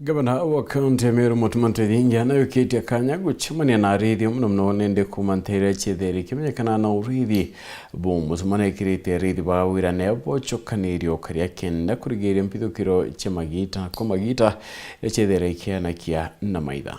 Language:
Meru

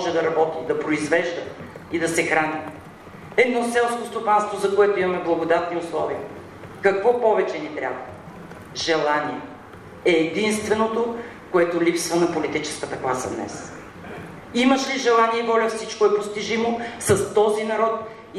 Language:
Bulgarian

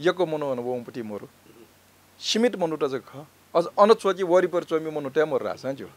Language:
Newari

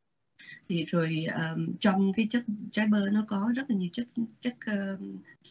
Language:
Vietnamese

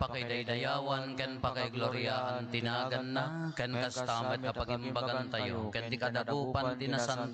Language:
Iloko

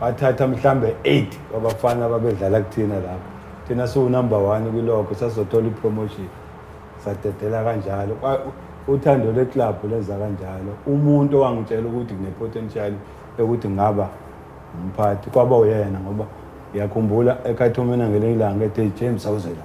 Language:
Zulu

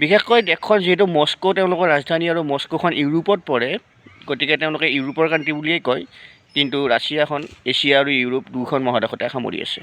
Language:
Assamese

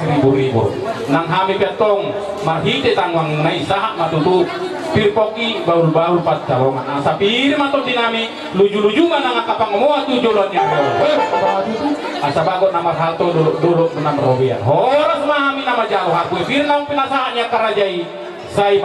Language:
Batak Toba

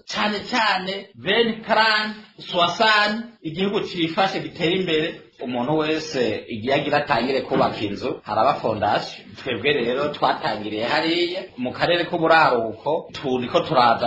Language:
Rundi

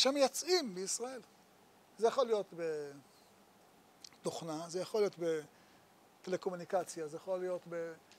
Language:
Hebrew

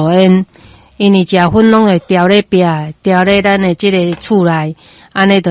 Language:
Min Nan Chinese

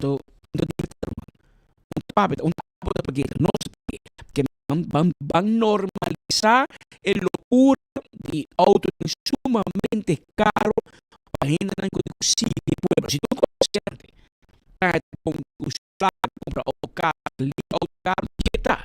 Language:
Papiamento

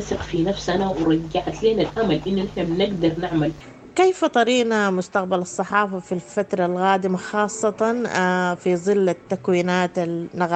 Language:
Sudanese Arabic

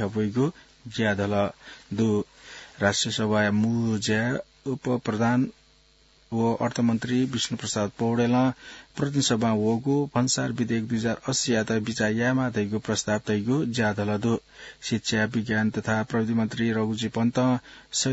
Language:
Newari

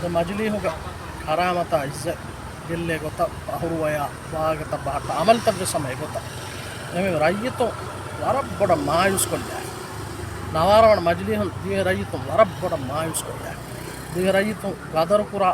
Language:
Divehi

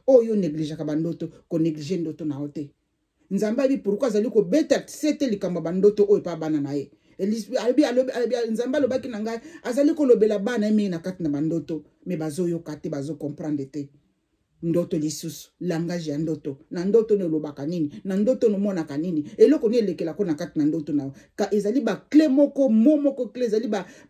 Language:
Lingala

